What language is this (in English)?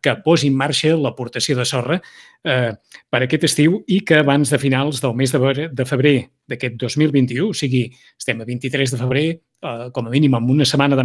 Catalan